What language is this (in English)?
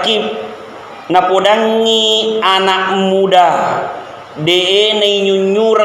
Buginese